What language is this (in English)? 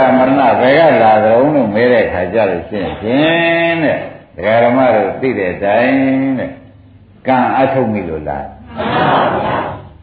Burmese